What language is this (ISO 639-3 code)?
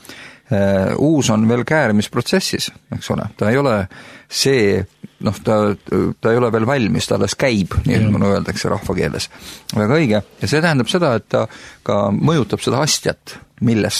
est